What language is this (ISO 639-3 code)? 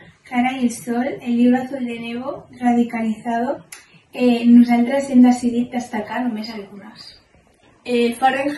cat